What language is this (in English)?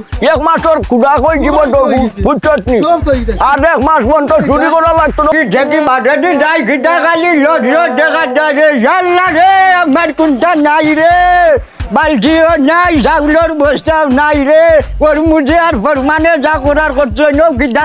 Sylheti